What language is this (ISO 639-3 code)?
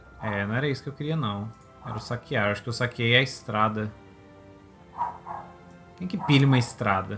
por